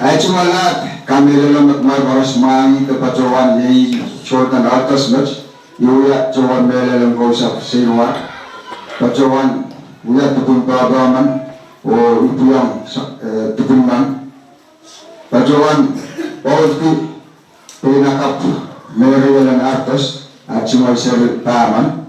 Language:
Pohnpeian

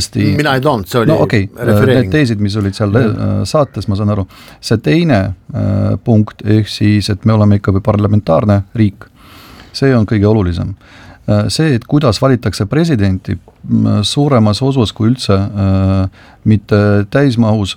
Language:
Estonian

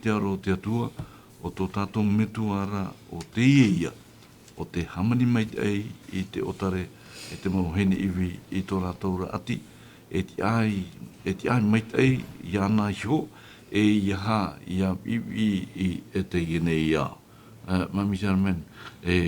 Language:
Tahitian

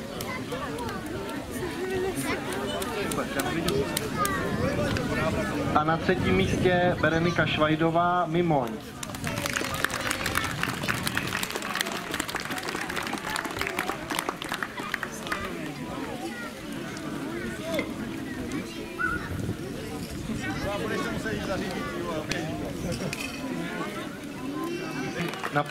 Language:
Czech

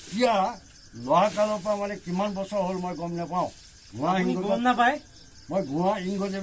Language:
Assamese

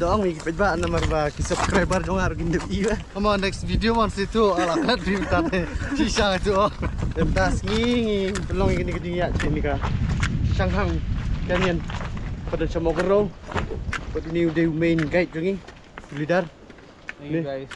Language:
Khasi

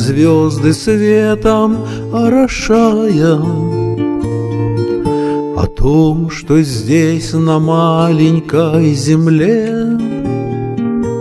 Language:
Russian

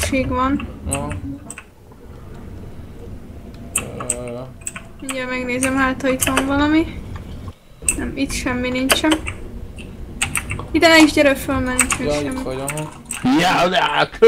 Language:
Hungarian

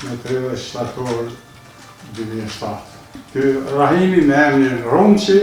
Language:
Albanian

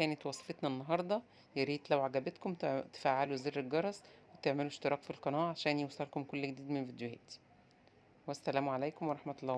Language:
Egyptian Arabic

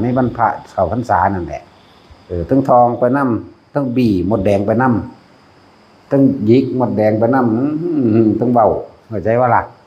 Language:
Northeastern Thai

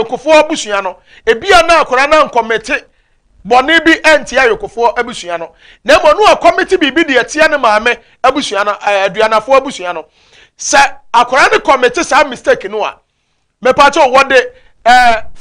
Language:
Akan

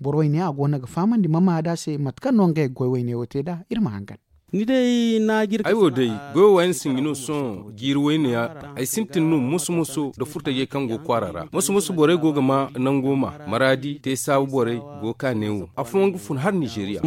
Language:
Zarma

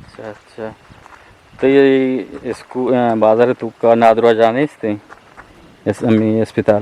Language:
Eastern Balochi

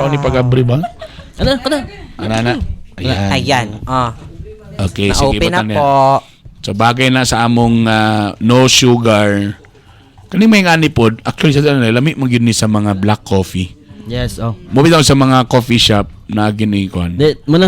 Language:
Cebuano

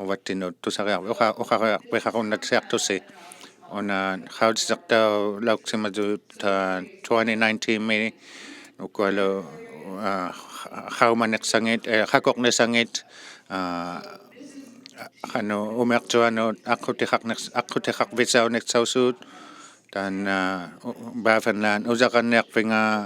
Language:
Inuktitut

